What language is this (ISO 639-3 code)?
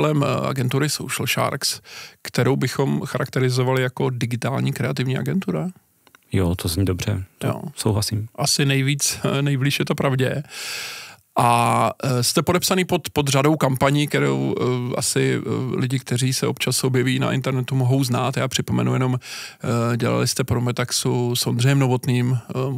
ces